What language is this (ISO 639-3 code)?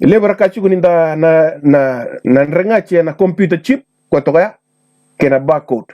fij